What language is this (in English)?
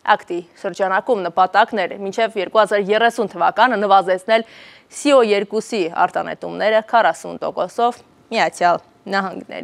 Armenian